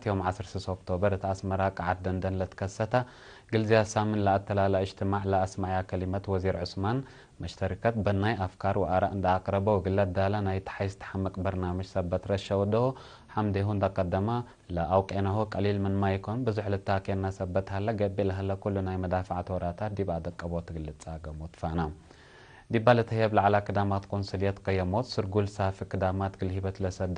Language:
Tigre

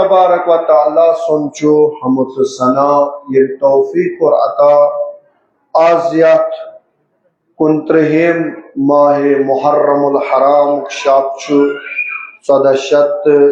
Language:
Kashmiri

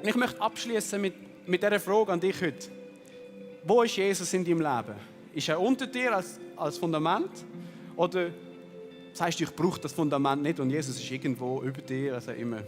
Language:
Swiss German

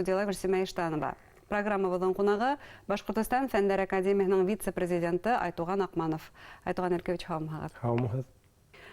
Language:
Bashkir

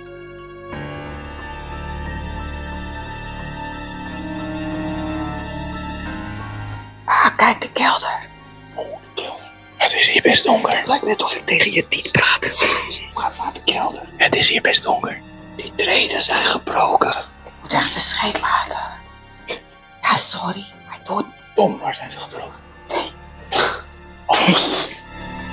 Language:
Dutch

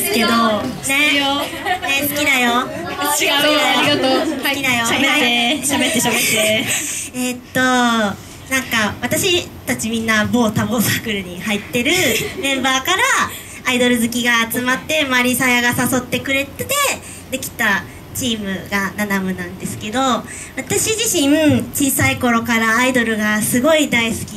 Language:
Japanese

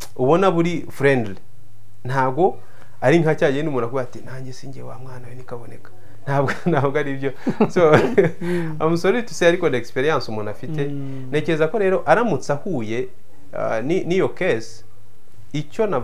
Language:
Kinyarwanda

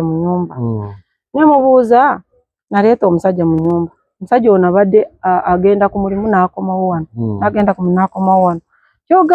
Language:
Ganda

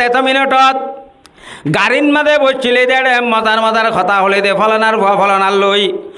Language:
Rohingya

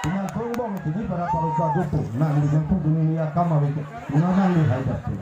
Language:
Karbi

